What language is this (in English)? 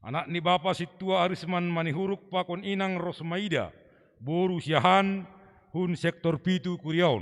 Batak Simalungun